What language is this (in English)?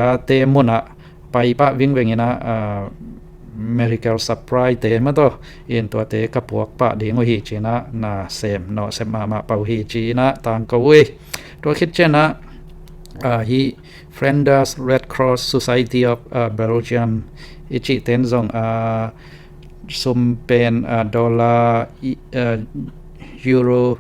Tedim Chin